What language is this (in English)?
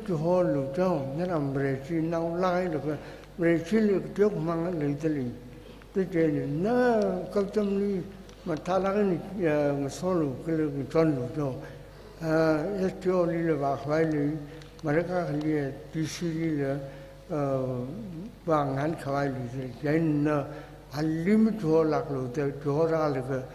Tangkhul Naga (India)